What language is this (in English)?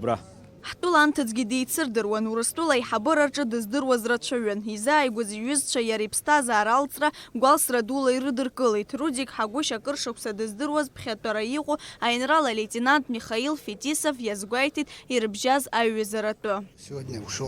Abkhazian